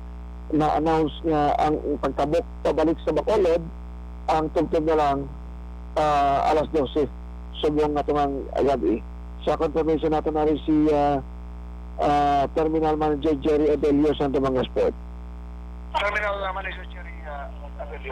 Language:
Hiligaynon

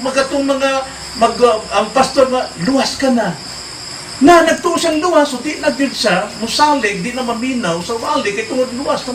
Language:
Cebuano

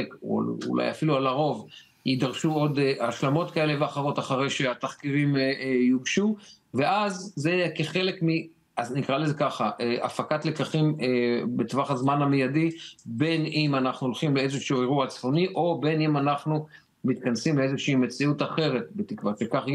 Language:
Hebrew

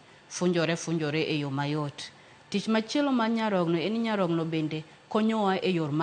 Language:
Luo (Kenya and Tanzania)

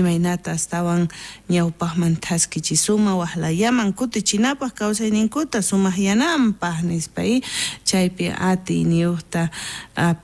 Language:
South Bolivian Quechua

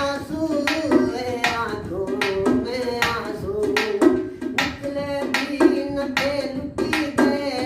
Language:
Saraiki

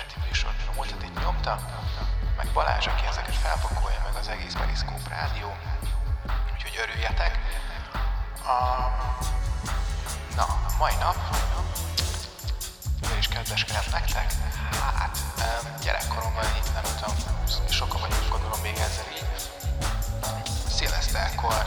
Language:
Hungarian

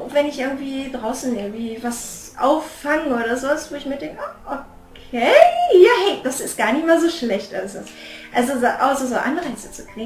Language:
German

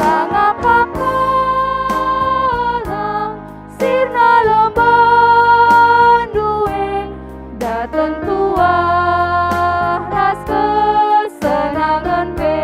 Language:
Batak Karo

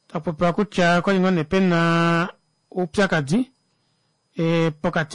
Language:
Kuanyama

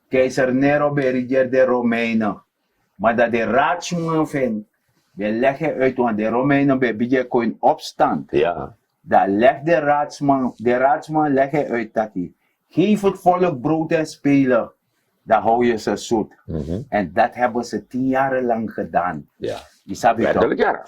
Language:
Sranan Tongo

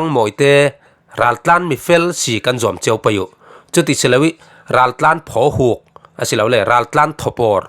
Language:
Falam Chin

